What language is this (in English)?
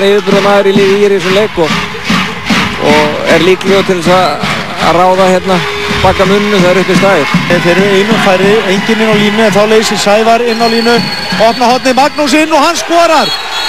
Icelandic